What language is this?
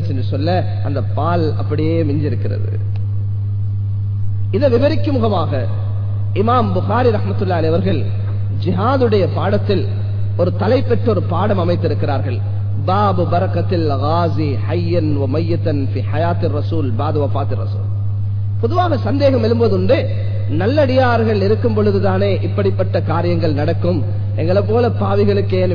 Tamil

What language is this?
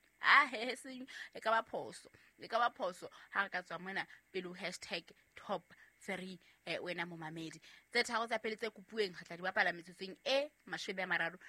Southern Sotho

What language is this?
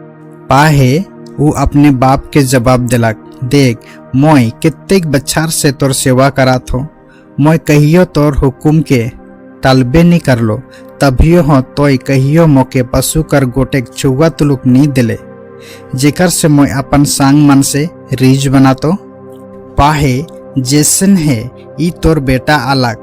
Sadri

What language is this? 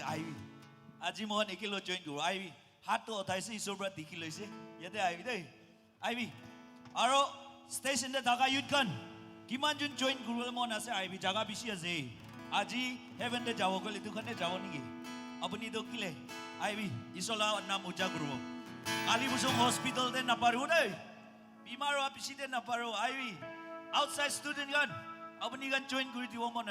Naga Pidgin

